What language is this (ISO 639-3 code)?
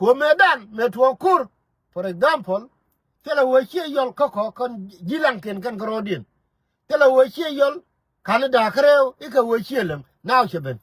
nus